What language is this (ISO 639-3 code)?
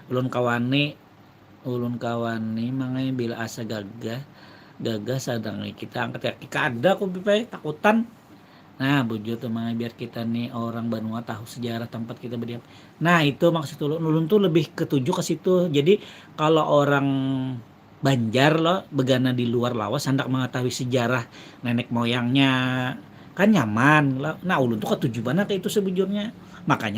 bjn